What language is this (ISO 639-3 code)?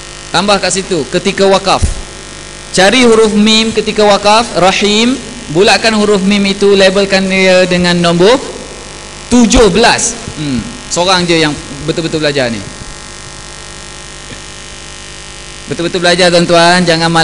msa